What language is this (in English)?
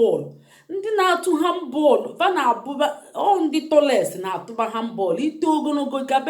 Igbo